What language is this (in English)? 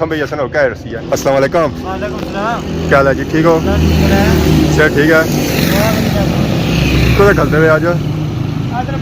Pahari-Potwari